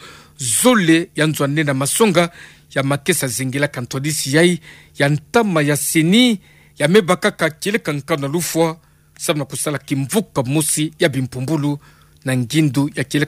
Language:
Kituba (Democratic Republic of Congo)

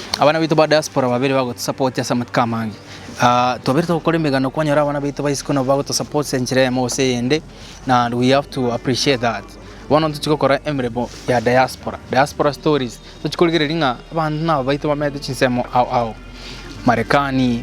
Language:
Gusii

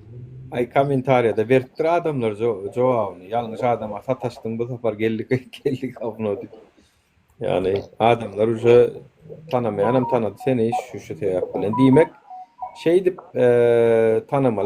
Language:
Turkmen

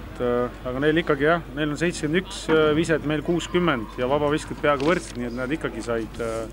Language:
Estonian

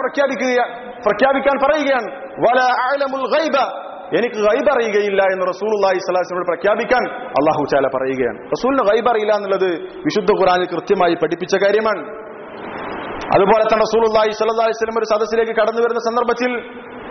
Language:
Malayalam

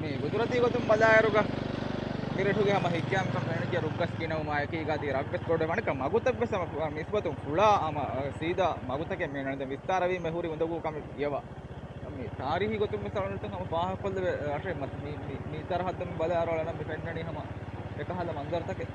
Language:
Divehi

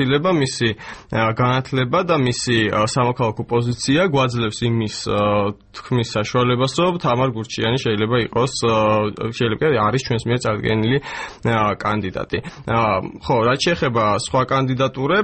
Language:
Georgian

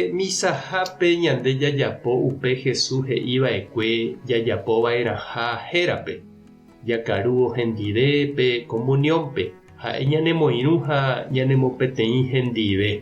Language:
Guarani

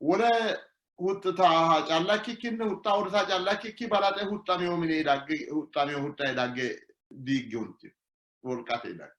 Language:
Sidamo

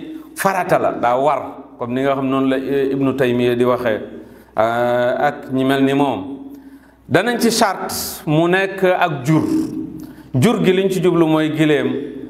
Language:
Wolof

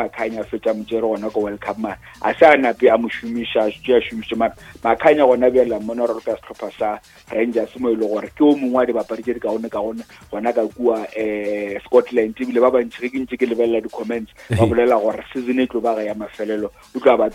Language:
Northern Sotho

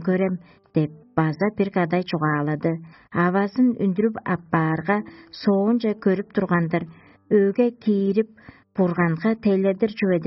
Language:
Tuvinian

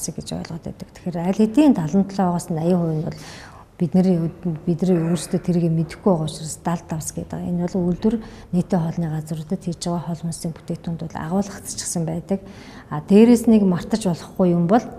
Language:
Mongolian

